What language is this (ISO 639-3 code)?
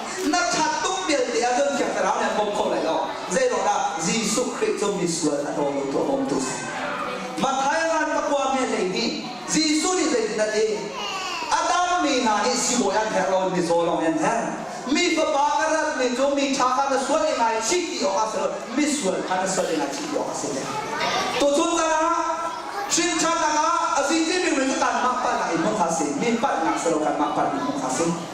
cnh